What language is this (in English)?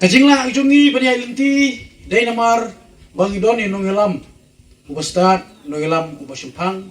Khasi